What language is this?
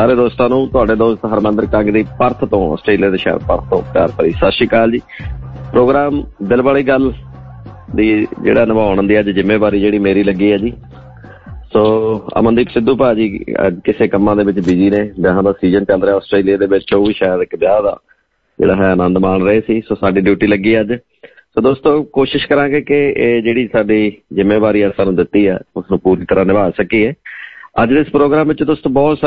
Punjabi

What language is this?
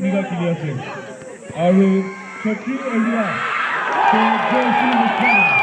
Chokri Naga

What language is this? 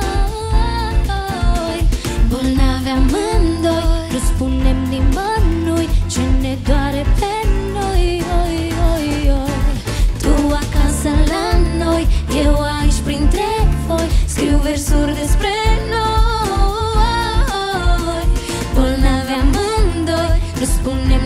Romanian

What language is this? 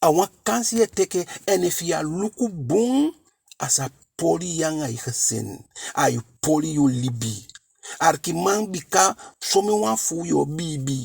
Eastern Maroon Creole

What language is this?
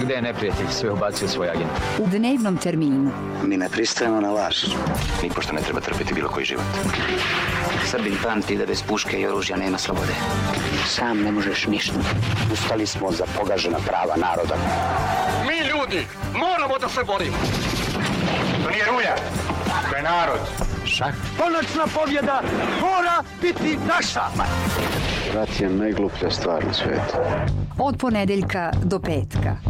Serbian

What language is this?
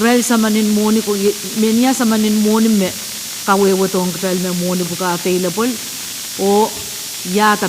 Pohnpeian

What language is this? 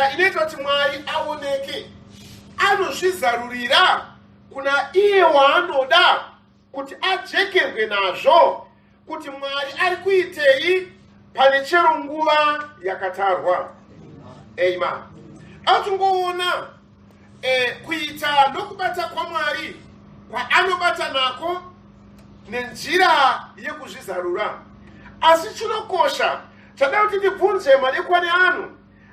Shona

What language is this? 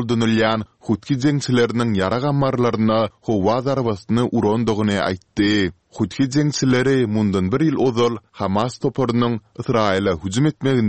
Turkmen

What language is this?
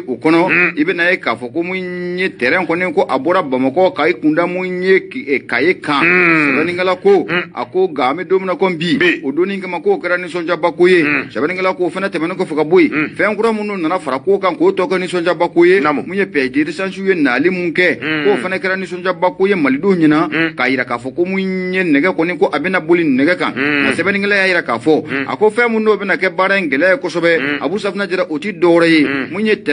Bambara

